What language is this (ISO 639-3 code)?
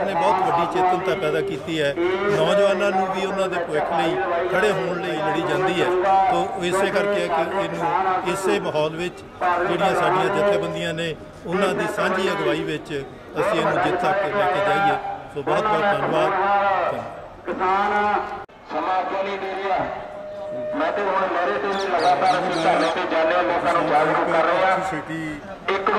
pan